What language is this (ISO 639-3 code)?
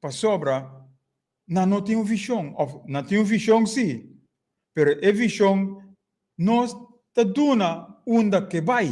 pap